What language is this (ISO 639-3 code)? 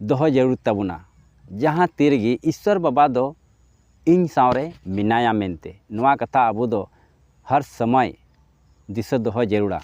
sat